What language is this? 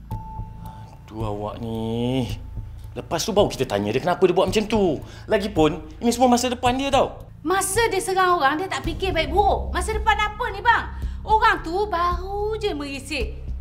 Malay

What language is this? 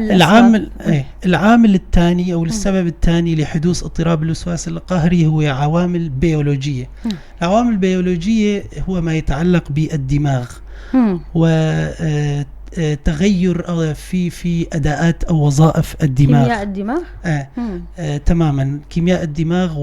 North Levantine Arabic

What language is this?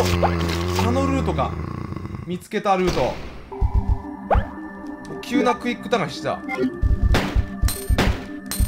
Japanese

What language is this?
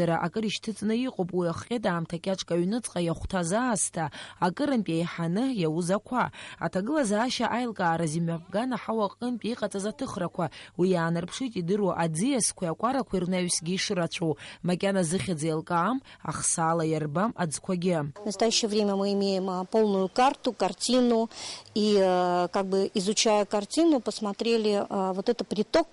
Abkhazian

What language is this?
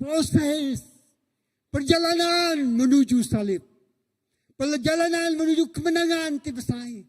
Iban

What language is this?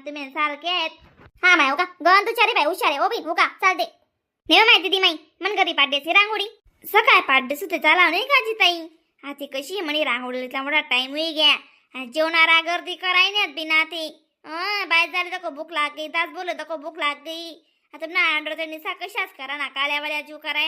Khandesi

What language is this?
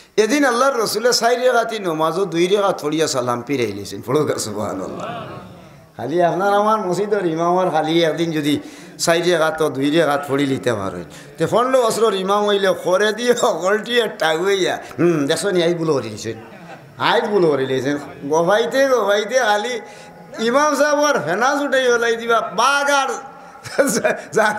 Sylheti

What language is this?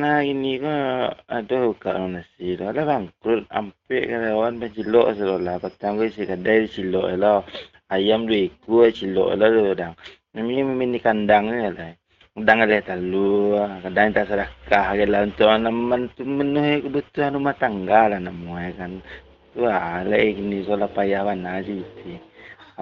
Minangkabau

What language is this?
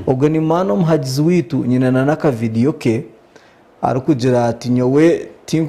Nyankole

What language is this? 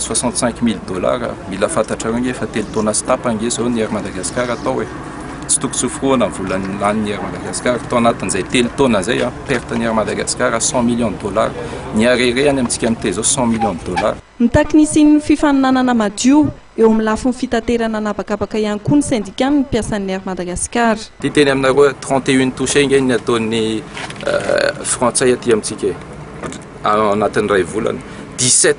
Malagasy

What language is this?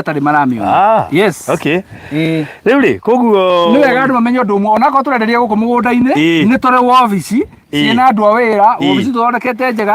Kikuyu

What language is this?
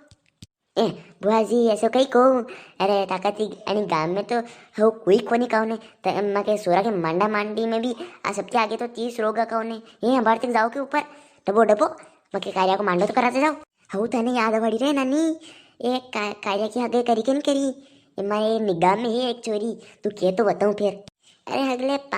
Rajasthani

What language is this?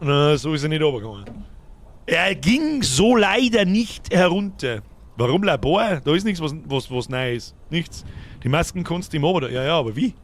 Bavarian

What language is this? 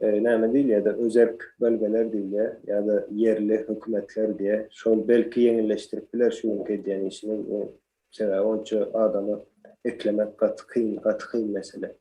Turkmen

